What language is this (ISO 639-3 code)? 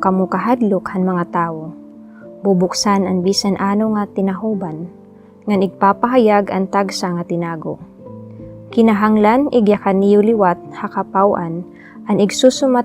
war